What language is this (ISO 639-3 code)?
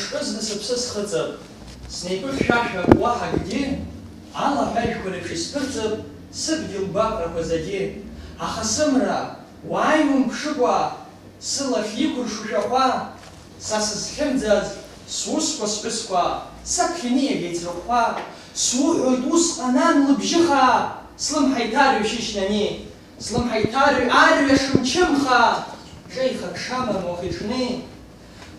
abk